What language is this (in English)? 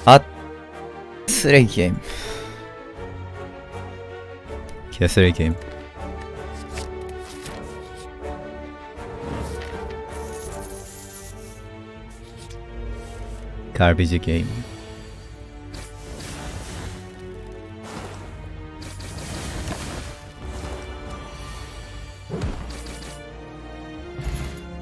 Korean